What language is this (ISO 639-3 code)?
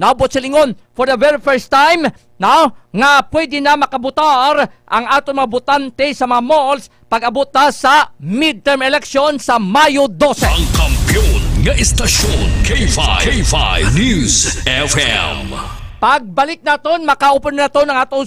hil